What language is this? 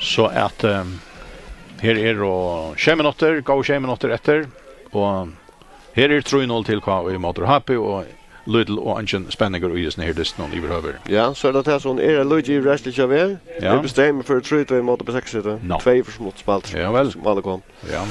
Faroese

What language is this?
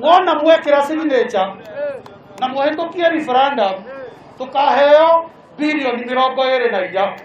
Kikuyu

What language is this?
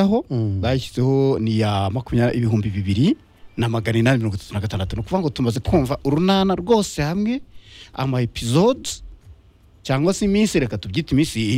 Kinyarwanda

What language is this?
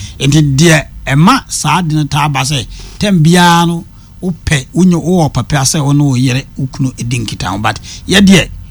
Akan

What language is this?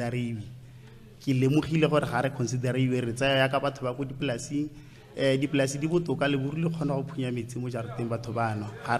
Tswana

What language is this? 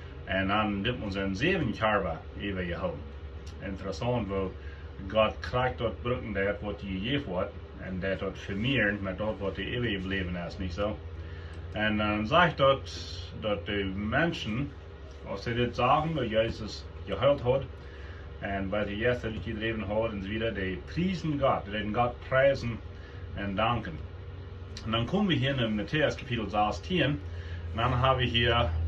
Plautdietsch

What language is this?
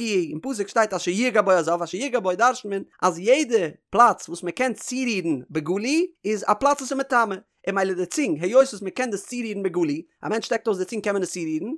Yiddish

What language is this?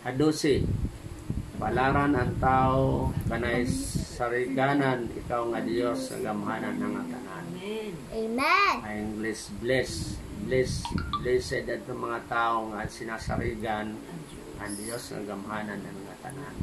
Waray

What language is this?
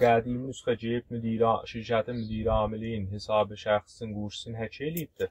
South Azerbaijani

